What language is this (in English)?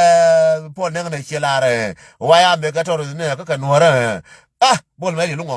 Nuer